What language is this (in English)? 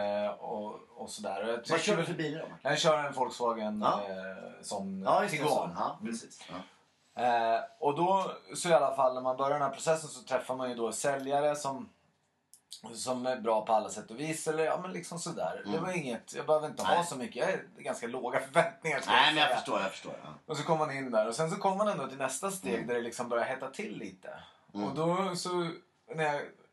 Swedish